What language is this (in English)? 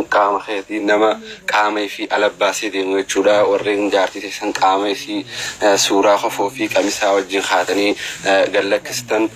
Oromo